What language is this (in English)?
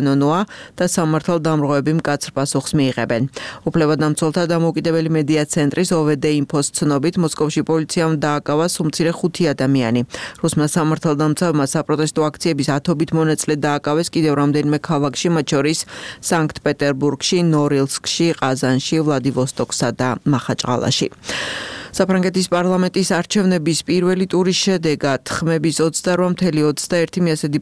Georgian